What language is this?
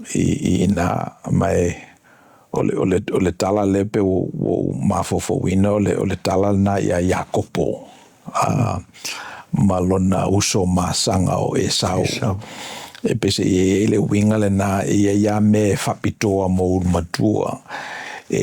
Samoan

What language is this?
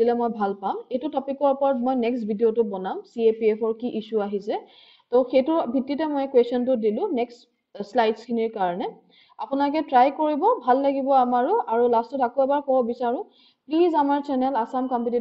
Assamese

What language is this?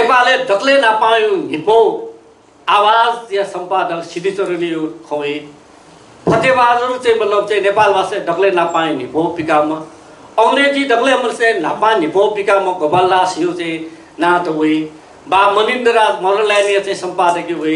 Newari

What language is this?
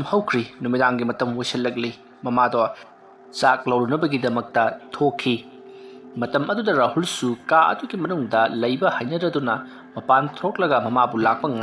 Manipuri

